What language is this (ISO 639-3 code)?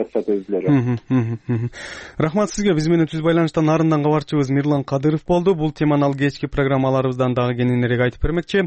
kir